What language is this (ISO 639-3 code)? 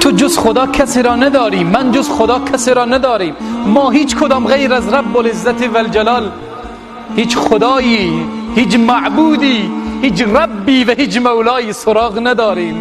tgk